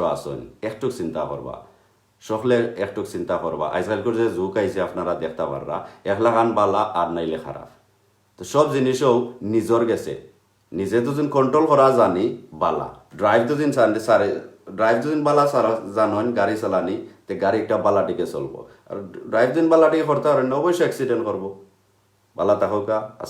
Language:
Sylheti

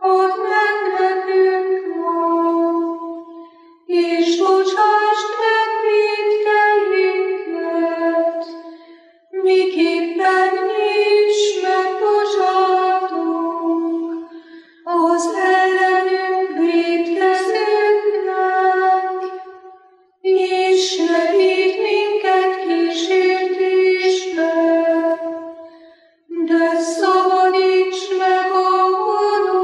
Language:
Hungarian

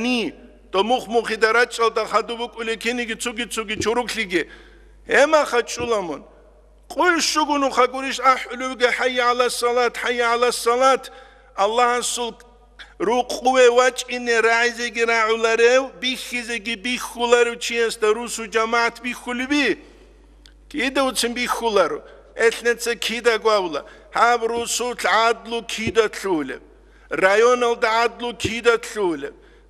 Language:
Avaric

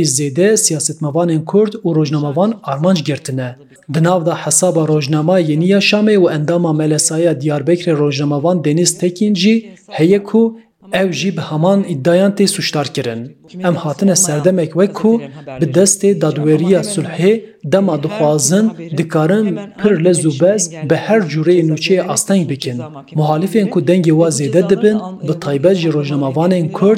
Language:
Kurdish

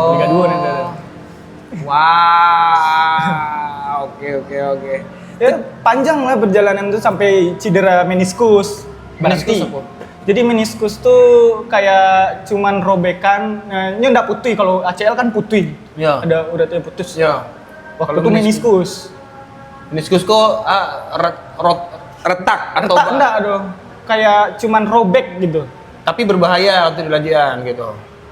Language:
Minangkabau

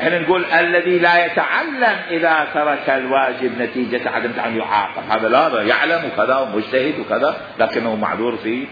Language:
Mesopotamian Arabic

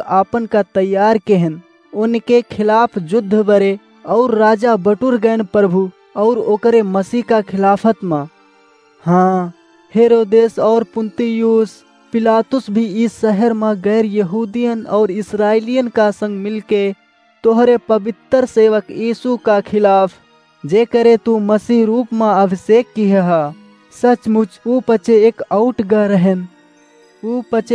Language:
Awadhi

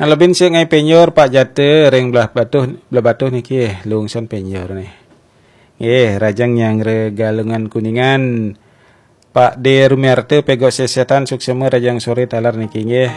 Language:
Balinese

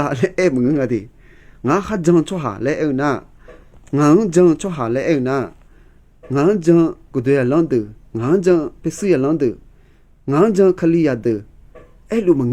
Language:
Akha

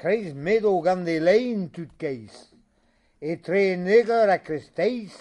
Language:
Breton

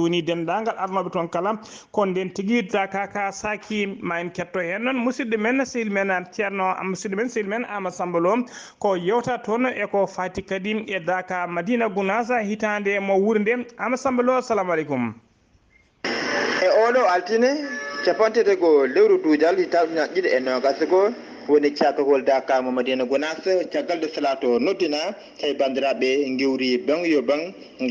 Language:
Fula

